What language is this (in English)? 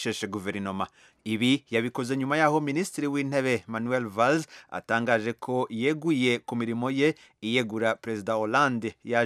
Kinyarwanda